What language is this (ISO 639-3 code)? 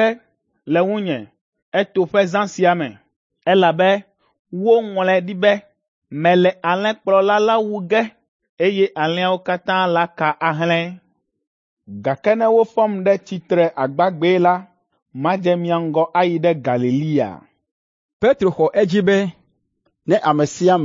ewe